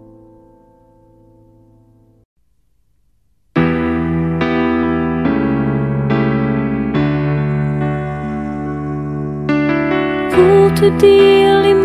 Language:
French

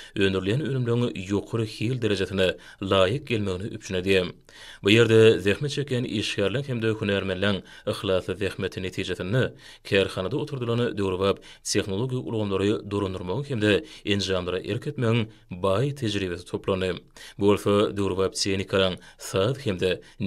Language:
Turkmen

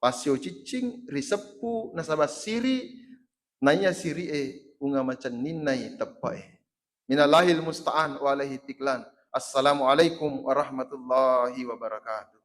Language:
Buginese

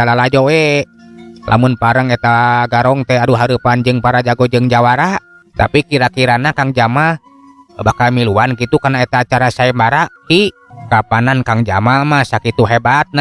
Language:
Sundanese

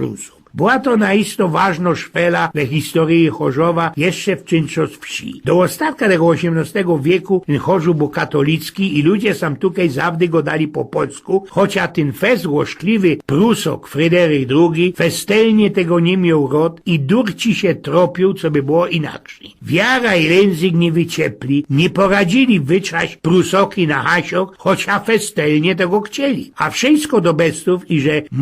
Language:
Silesian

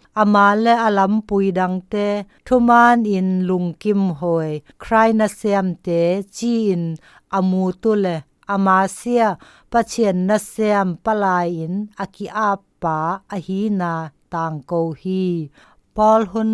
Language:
Zou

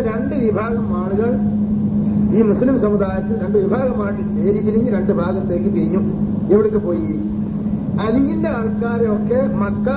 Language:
Malayalam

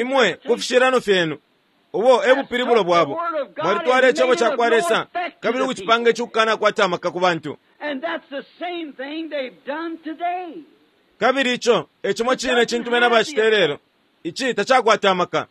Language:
Bemba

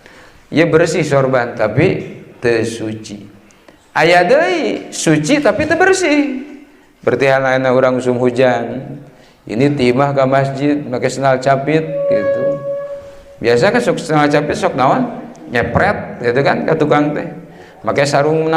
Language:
Sundanese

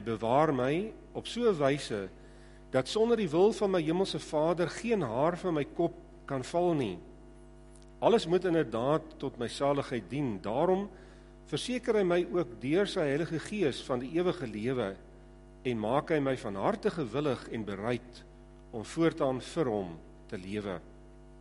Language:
Afrikaans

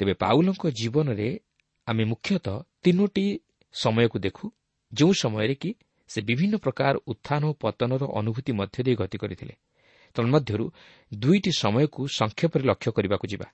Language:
Odia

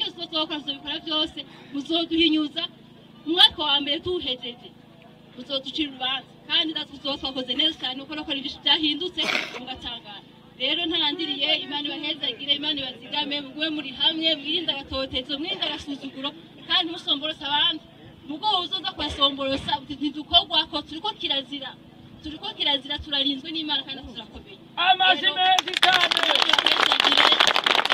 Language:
Rundi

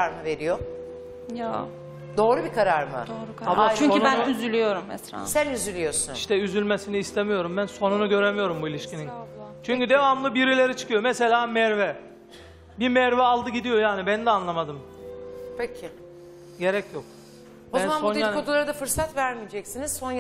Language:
Turkish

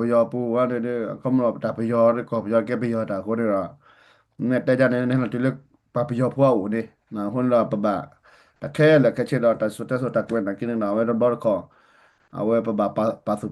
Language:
S'gaw Karen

